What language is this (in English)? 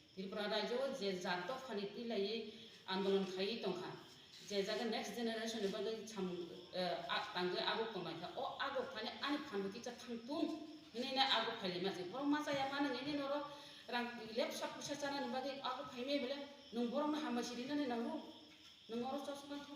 Kok Borok